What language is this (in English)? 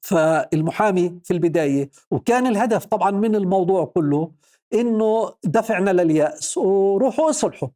North Levantine Arabic